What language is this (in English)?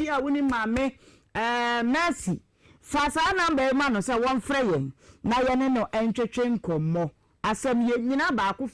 Akan